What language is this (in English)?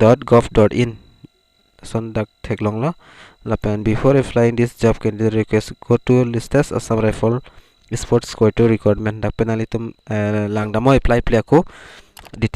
Karbi